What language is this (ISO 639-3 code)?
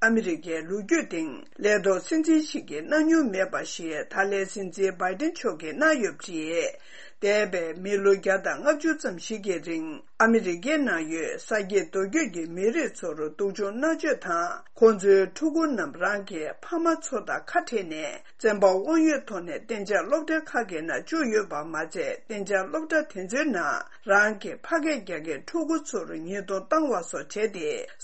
bod